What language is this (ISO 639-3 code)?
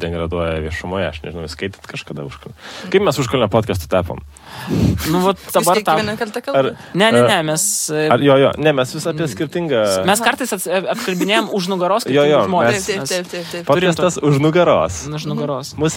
lit